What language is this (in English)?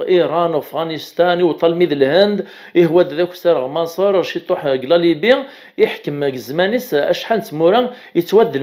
Kabyle